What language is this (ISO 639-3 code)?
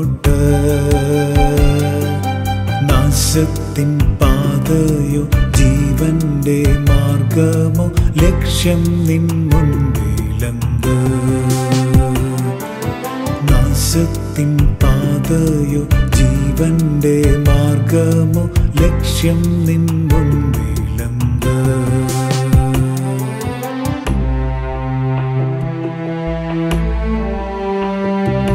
mal